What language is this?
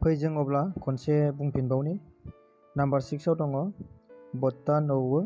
Bodo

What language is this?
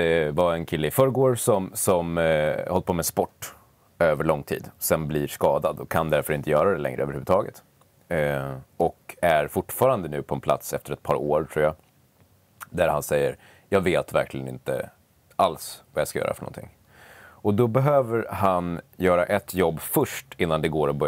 Swedish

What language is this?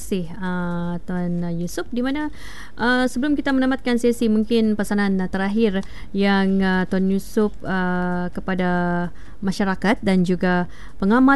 Malay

